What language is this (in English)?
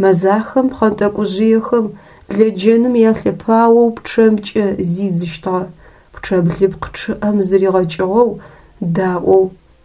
Adyghe